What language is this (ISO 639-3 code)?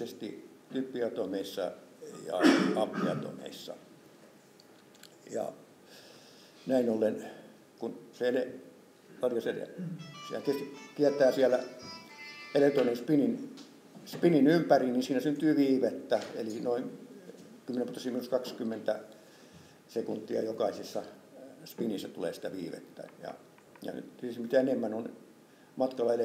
fin